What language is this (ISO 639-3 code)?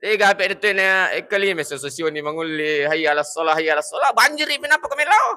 bug